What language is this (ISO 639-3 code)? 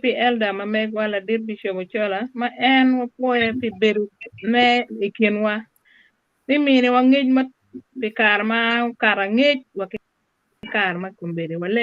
ach